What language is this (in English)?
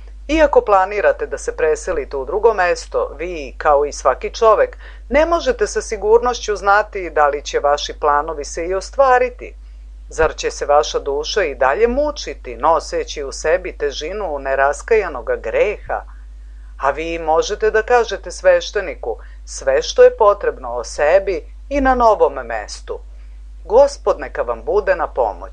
Serbian